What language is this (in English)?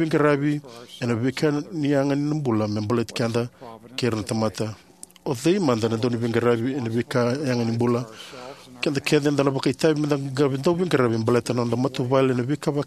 Fijian